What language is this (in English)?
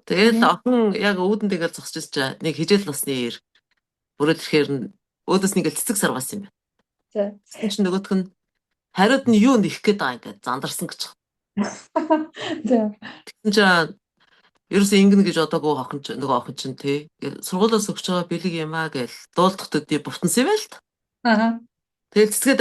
Mongolian